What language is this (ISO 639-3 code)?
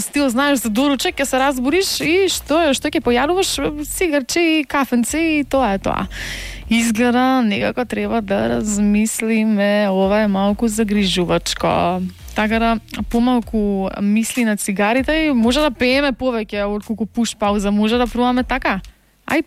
mkd